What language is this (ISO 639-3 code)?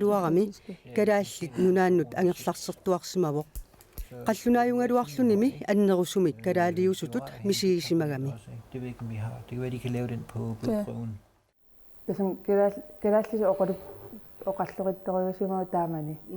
kal